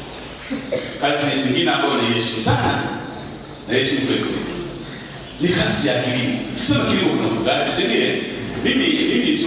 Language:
Swahili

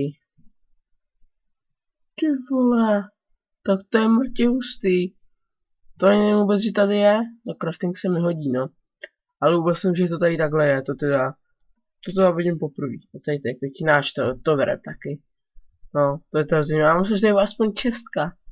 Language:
Czech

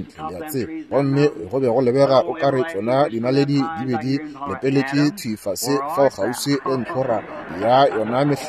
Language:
Northern Sotho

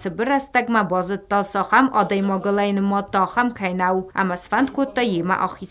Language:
Ossetic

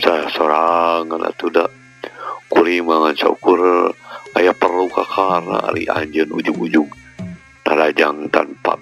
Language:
Sundanese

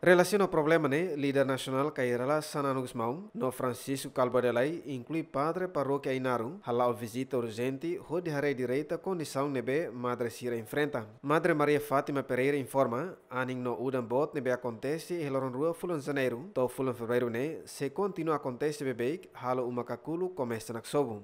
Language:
Tetum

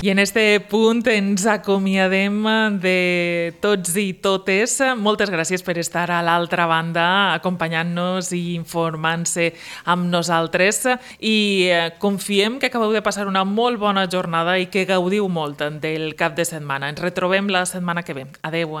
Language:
Catalan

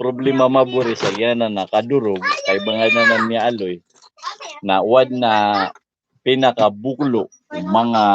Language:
Maranao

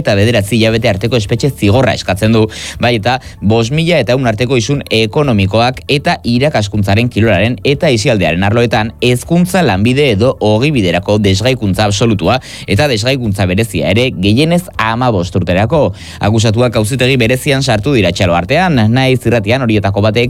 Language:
Basque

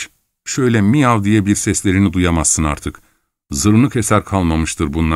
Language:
Turkish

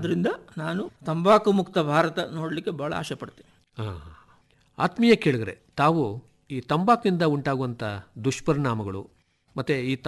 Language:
Kannada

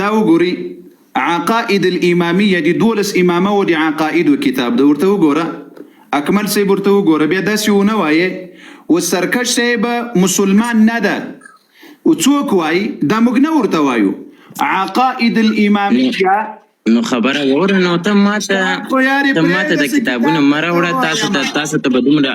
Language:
Pashto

